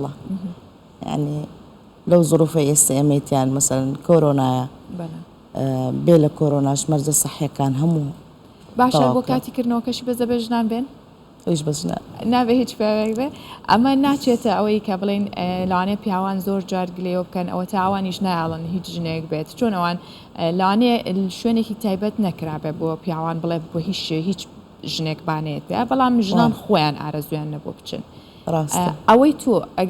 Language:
Central Kurdish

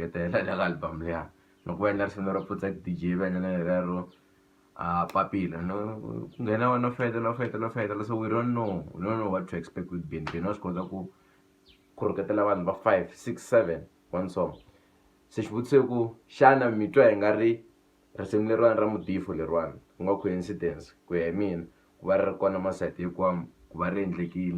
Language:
Tsonga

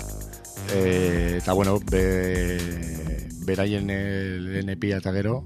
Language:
Basque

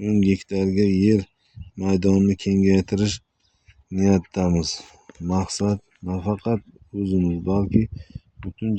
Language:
Uzbek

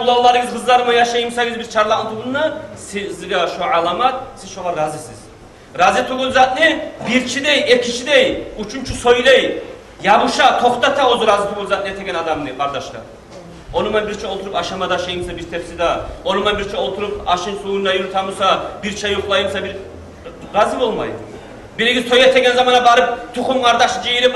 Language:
Kumyk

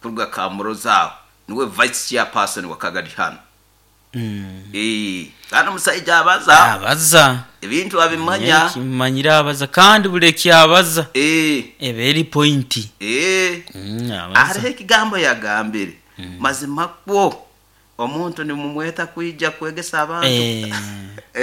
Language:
Nyoro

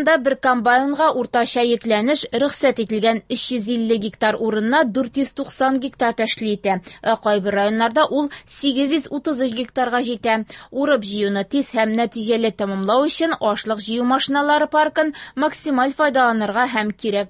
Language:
Tatar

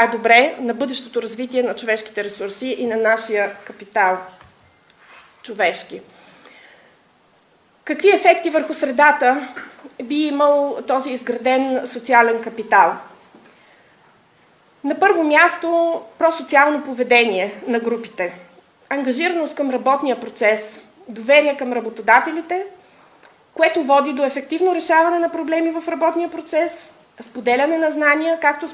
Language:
Bulgarian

